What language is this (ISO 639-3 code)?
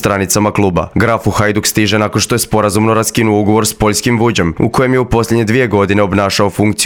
hrv